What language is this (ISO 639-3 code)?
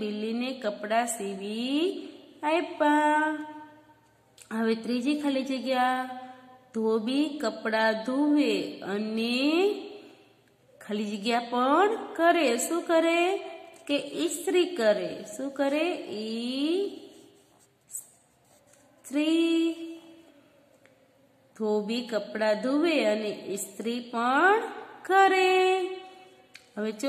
guj